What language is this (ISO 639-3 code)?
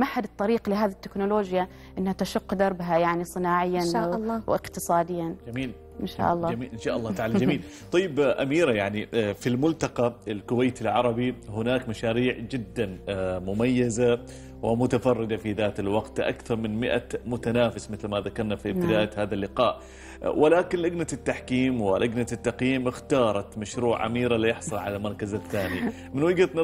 ara